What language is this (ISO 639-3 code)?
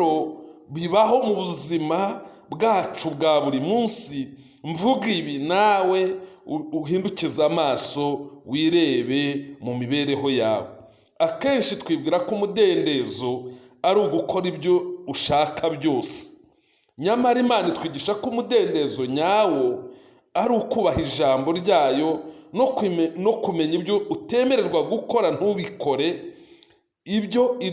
kin